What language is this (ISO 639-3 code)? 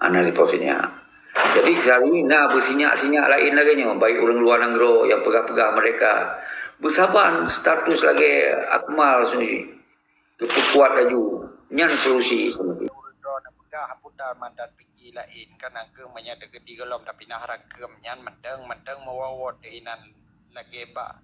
ace